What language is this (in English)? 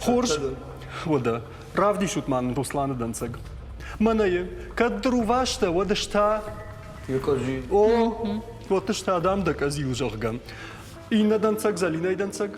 Ossetic